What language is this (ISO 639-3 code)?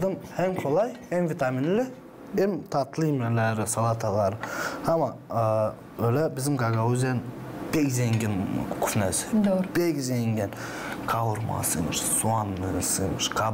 gag